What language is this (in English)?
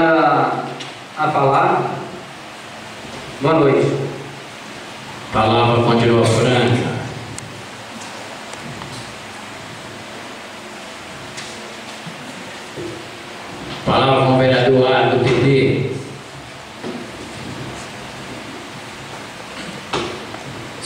Portuguese